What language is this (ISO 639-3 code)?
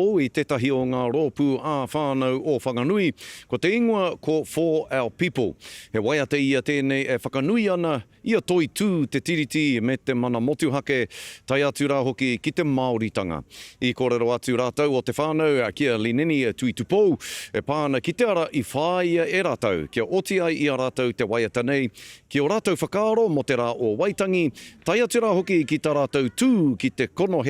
mri